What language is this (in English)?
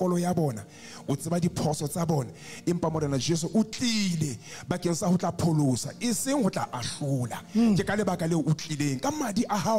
Southern Sotho